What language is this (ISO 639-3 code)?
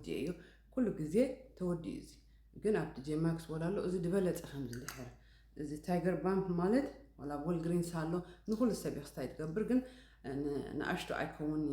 tir